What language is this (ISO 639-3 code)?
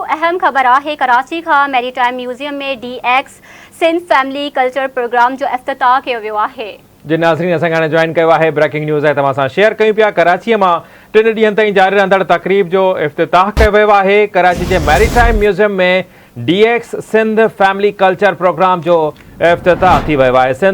snd